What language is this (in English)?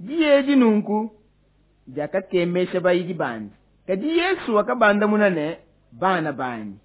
Luba-Lulua